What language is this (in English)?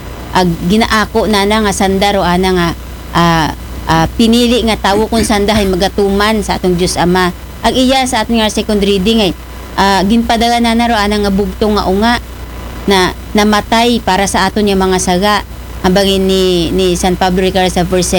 Aklanon